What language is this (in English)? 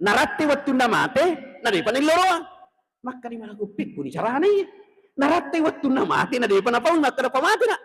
Buginese